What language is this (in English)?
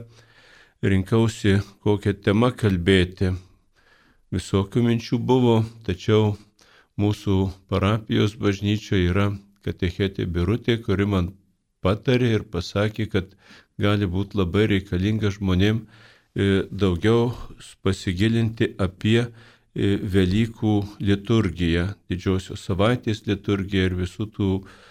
Lithuanian